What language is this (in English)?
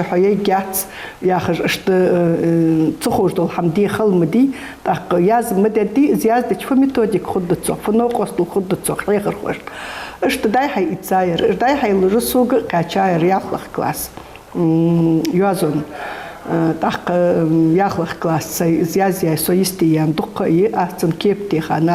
Ingush